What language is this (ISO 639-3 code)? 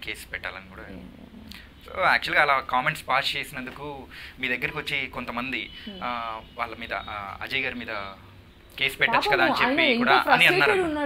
tel